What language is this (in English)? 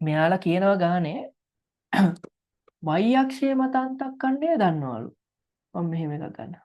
Sinhala